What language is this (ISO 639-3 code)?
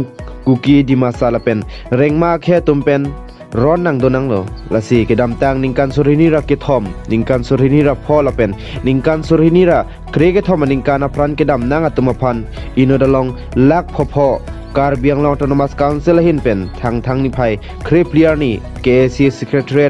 mjw